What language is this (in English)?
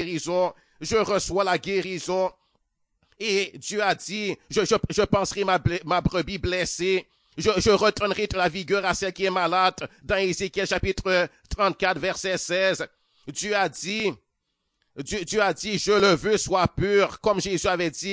French